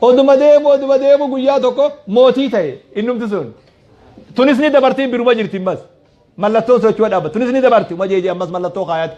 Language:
Oromo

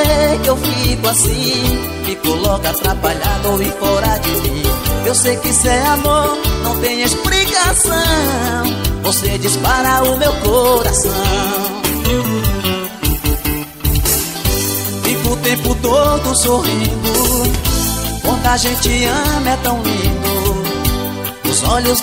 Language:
Portuguese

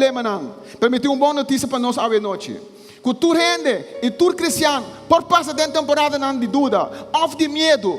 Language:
Papiamento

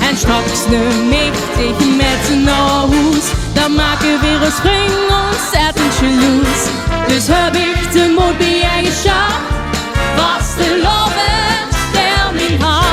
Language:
Limburgish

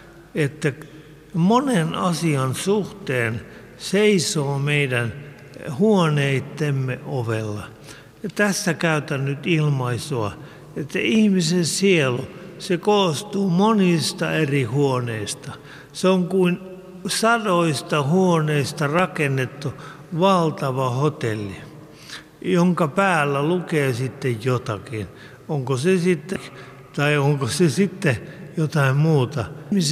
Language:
Finnish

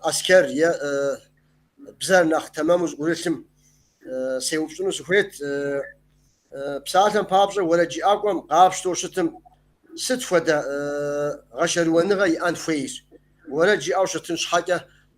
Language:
Kabardian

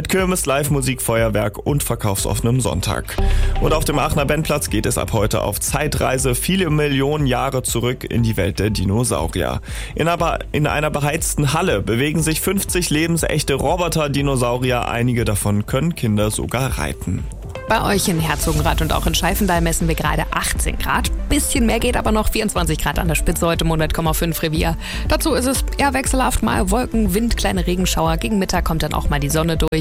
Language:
German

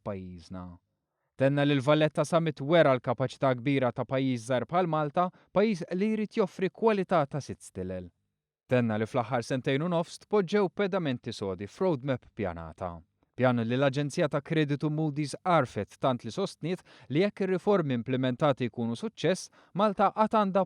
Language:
Maltese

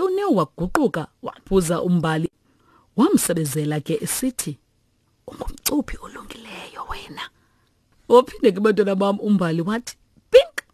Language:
Xhosa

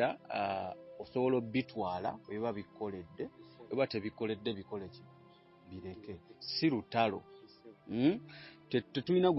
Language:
Ganda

